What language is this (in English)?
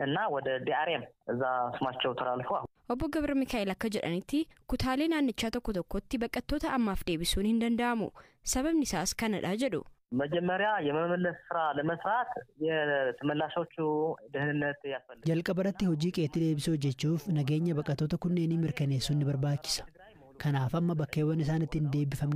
Oromo